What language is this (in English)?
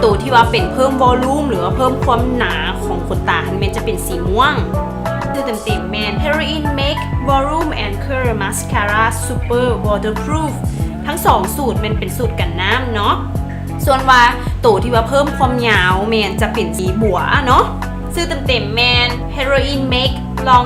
Lao